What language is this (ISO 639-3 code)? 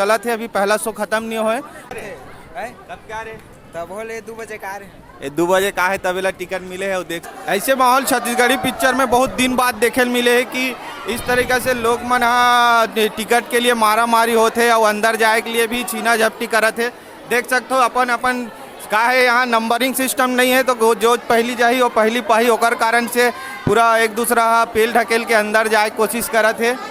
hne